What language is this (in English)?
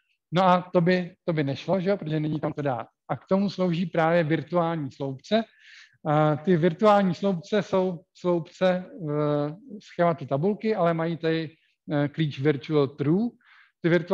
Czech